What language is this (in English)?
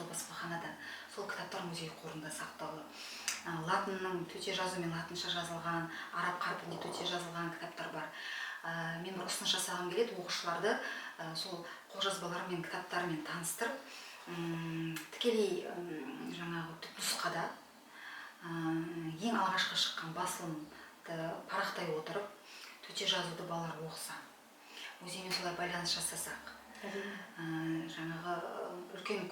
Kazakh